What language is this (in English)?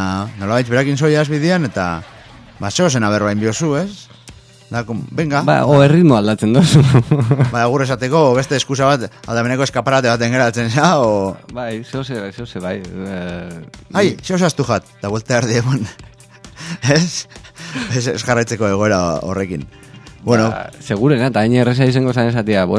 Basque